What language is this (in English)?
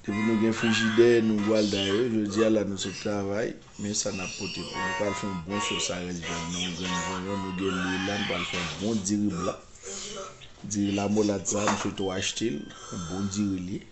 Haitian Creole